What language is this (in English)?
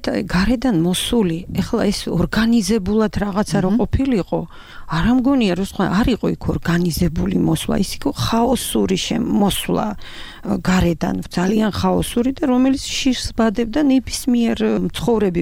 Georgian